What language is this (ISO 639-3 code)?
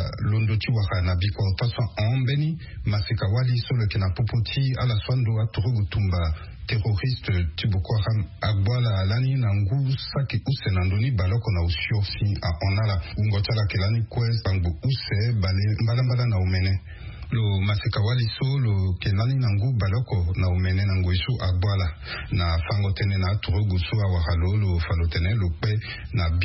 sag